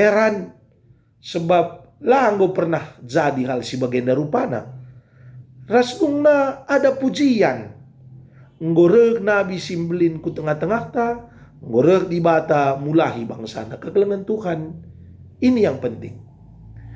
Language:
Batak Karo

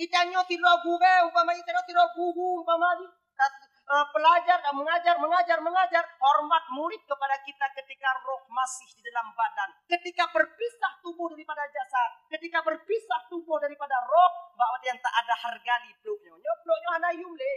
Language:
Achinese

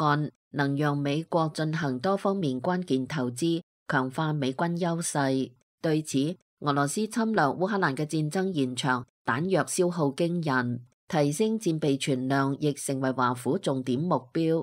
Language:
Cantonese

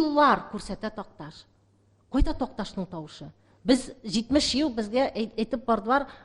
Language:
Tatar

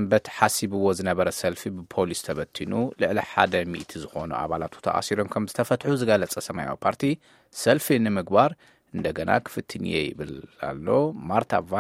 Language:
Tigrinya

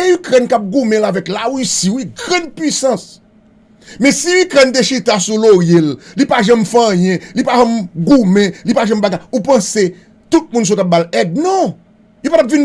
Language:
Haitian Creole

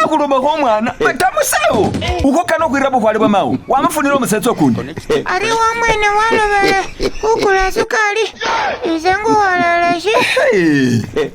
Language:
Masaaba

